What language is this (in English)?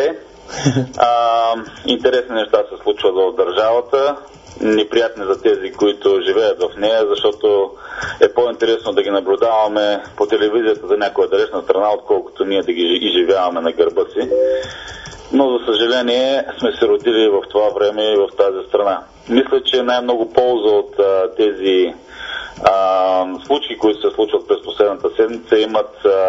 Bulgarian